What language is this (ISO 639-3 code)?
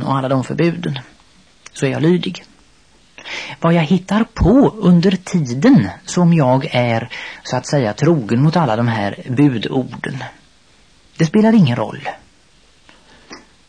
swe